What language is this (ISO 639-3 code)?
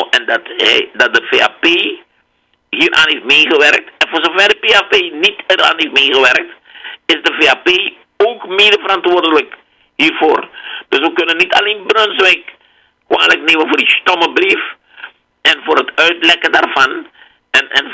nld